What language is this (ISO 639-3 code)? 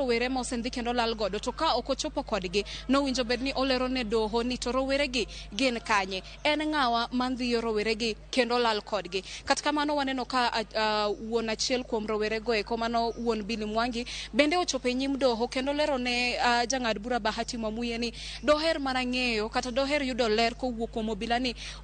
luo